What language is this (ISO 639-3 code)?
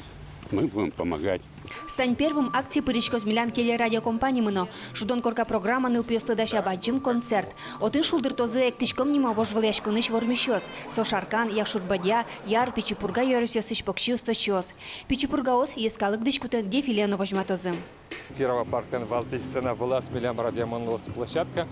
udm